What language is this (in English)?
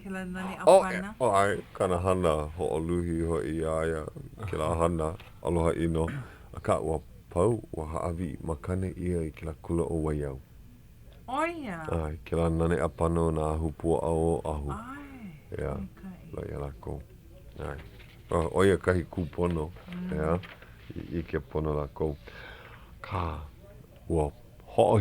Hawaiian